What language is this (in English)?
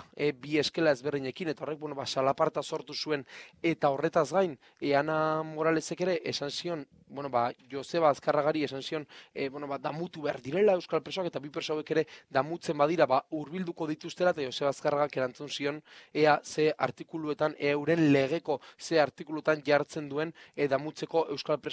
Basque